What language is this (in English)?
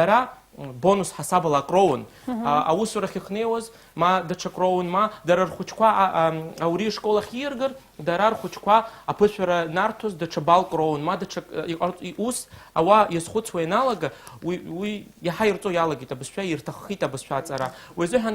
Abkhazian